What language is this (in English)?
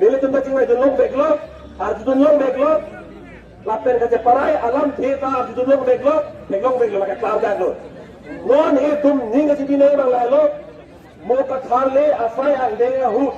Karbi